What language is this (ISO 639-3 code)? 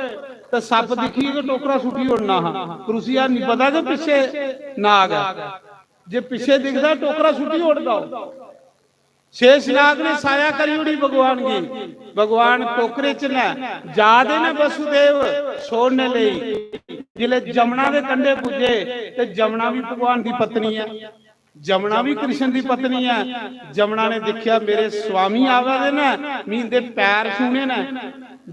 doi